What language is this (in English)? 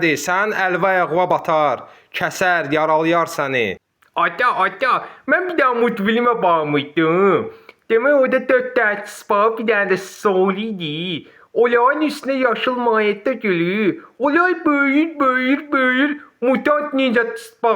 Azerbaijani